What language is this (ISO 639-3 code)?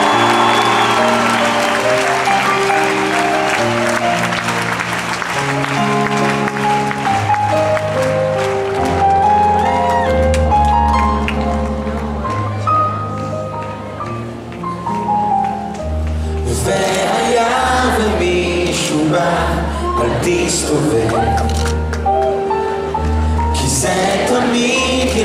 heb